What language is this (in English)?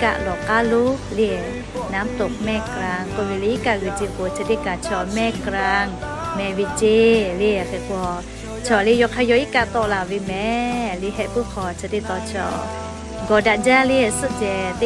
Lahu